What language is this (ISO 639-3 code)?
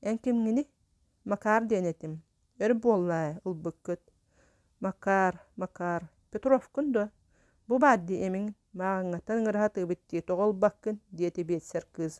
sah